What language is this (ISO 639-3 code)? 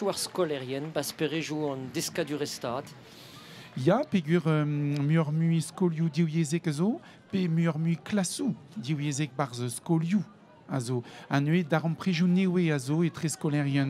bre